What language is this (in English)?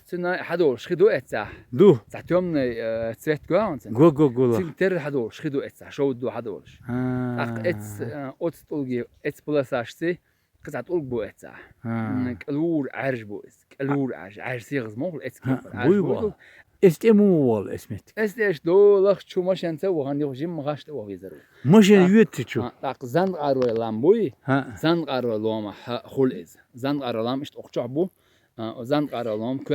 Chechen